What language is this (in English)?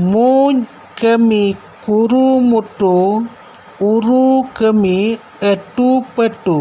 Santali